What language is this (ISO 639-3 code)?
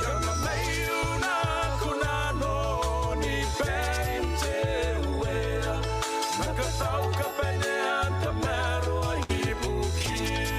gil